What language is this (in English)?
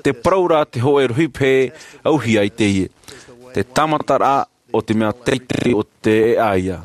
Tahitian